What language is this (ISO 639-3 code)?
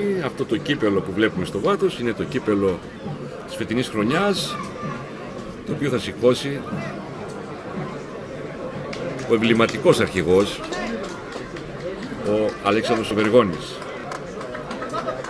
ell